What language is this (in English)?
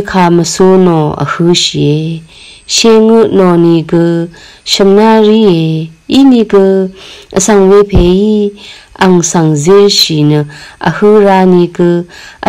Rawang